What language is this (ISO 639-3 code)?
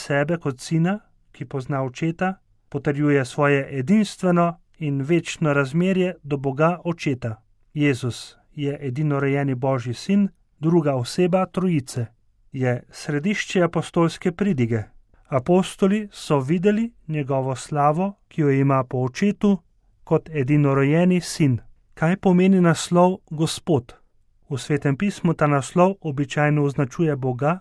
slv